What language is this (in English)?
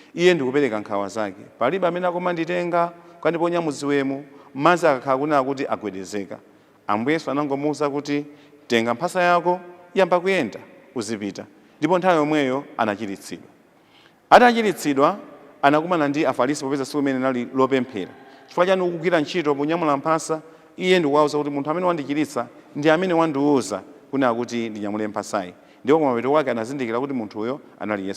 Nyanja